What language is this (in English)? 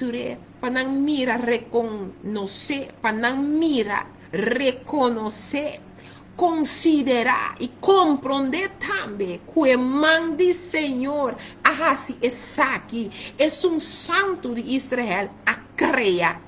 Papiamento